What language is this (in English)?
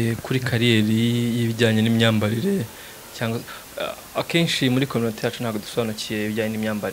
Kinyarwanda